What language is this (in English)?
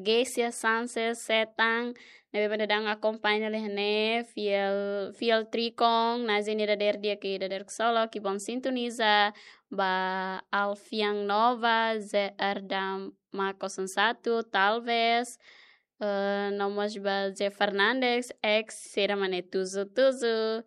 Tetum